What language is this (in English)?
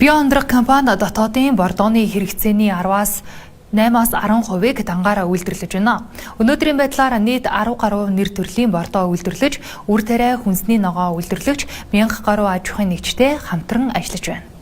Mongolian